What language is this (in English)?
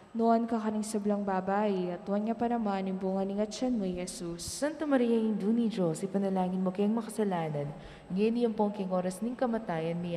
Pampanga